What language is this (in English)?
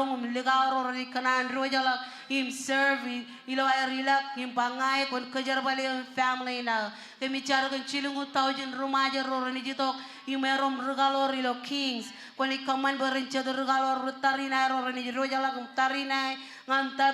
Marshallese